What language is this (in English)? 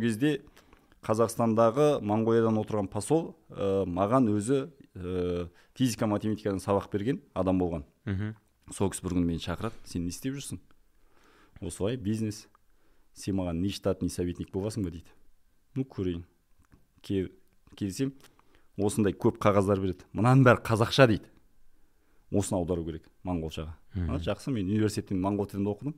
Kazakh